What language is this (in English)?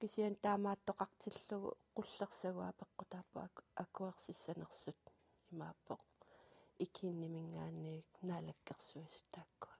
Kalaallisut